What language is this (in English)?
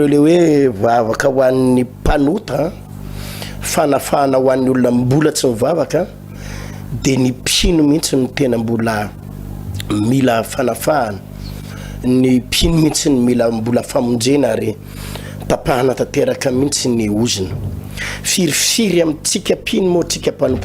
Malagasy